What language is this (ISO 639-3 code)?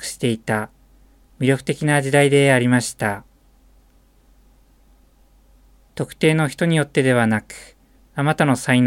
jpn